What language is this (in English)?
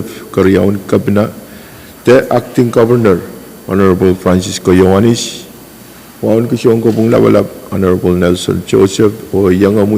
Pohnpeian